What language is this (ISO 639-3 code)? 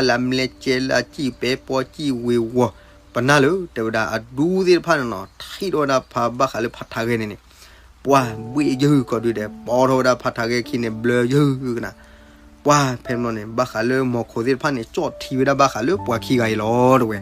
ksw